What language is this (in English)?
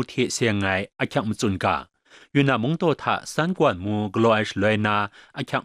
Kachin